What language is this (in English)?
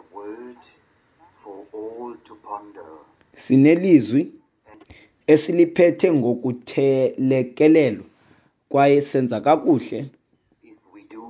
Xhosa